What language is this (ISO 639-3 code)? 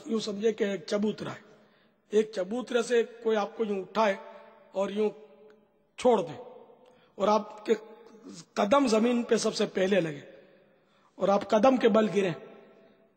urd